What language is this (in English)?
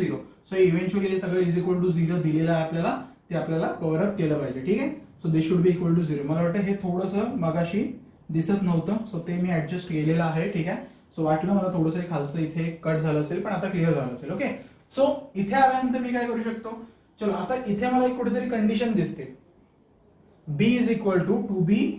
Marathi